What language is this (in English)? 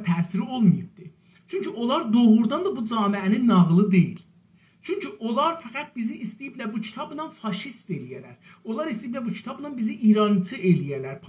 South Azerbaijani